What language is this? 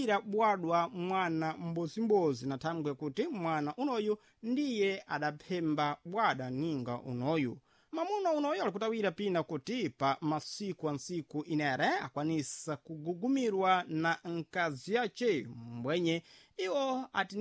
Sena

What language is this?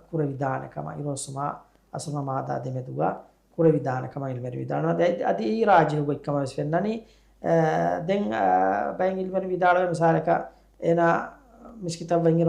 Divehi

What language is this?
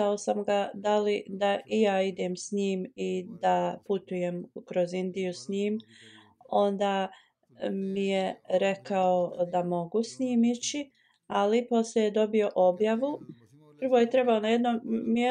Bosnian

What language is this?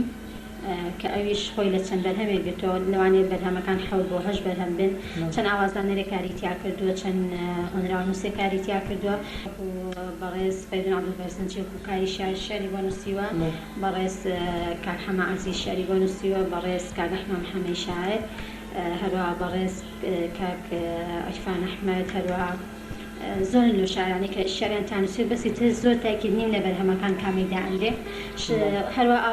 Central Kurdish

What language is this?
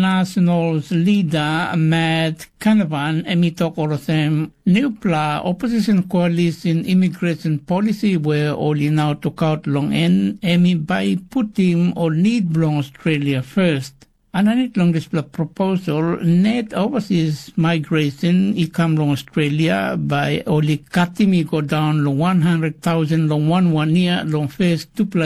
Tok Pisin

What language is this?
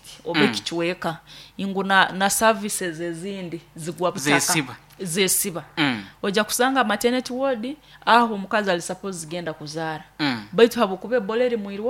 Nyoro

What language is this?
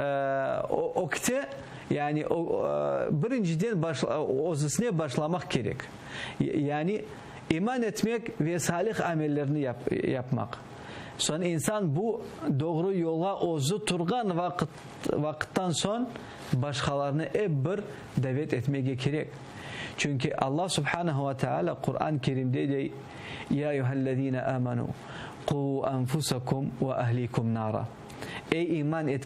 Crimean Tatar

